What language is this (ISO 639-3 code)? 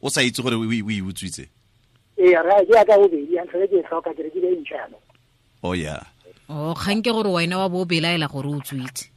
tsn